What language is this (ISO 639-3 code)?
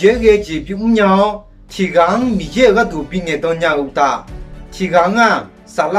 ahk